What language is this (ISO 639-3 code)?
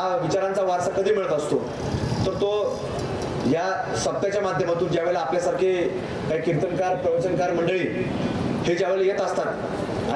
mar